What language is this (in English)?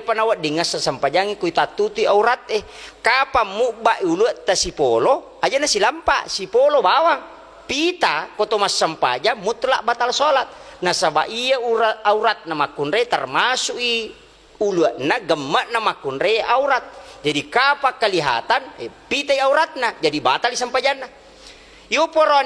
Buginese